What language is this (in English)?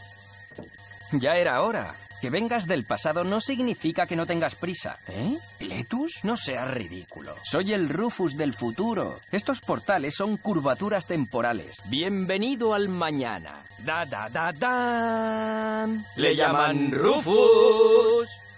Spanish